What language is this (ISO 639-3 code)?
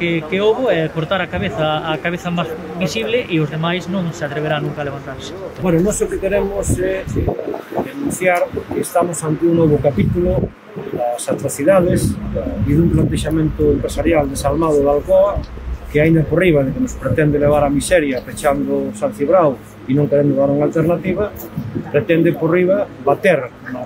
glg